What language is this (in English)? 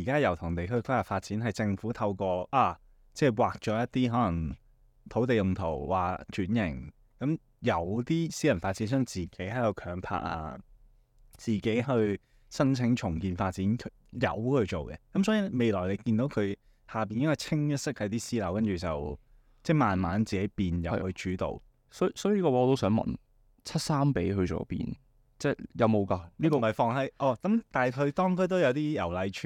Cantonese